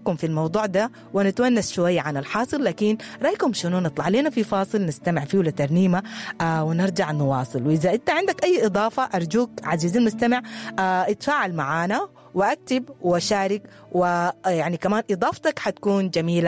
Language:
Sudanese Arabic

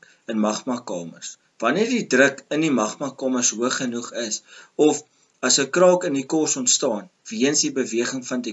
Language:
Afrikaans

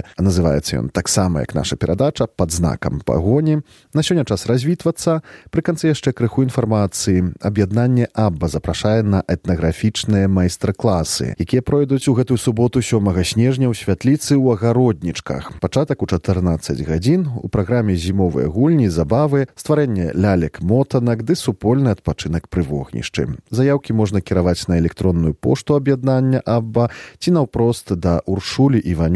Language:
Belarusian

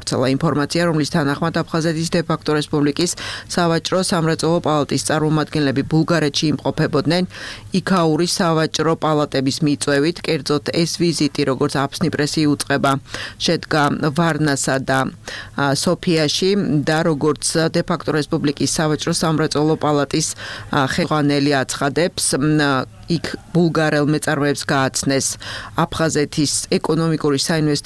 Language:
Georgian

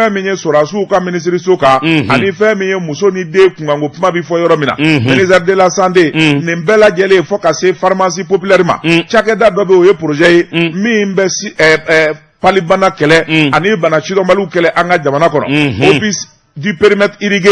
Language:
Bambara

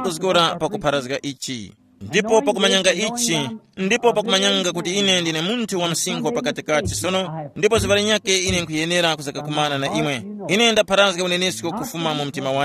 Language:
Tumbuka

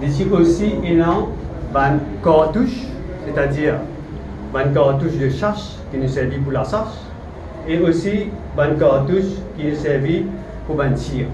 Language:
Morisyen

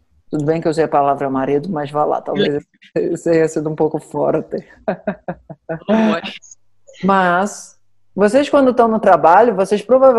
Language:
Portuguese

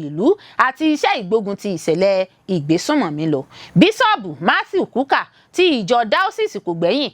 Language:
Yoruba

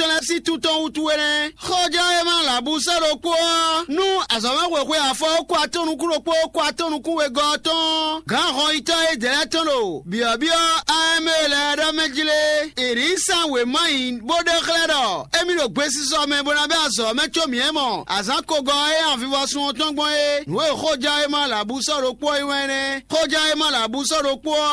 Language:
Fon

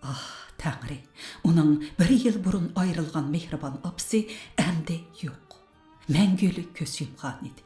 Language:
Uyghur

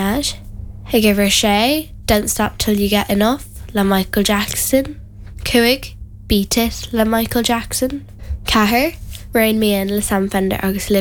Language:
Irish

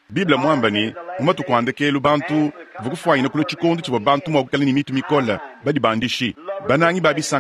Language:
Luba-Lulua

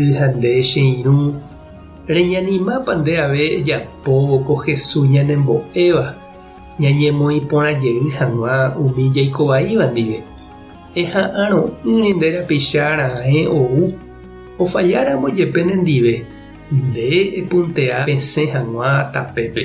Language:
Guarani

